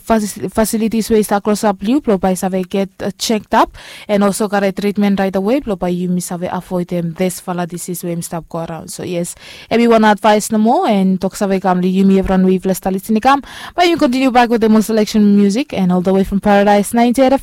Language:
Bislama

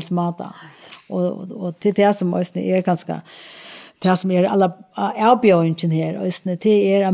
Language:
Faroese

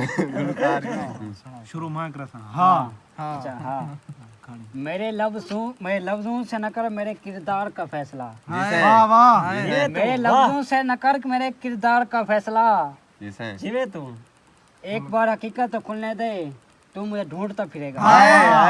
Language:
Saraiki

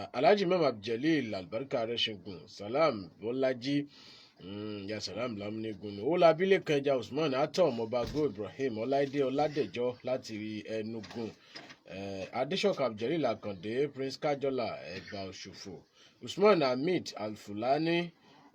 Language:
Yoruba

